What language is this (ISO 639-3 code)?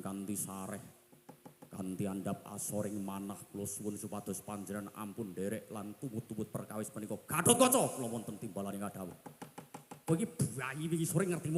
jav